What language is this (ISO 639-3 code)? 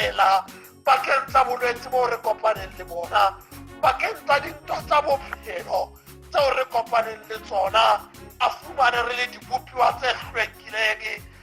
sot